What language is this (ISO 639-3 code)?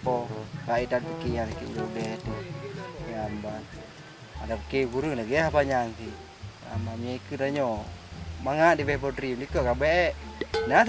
ace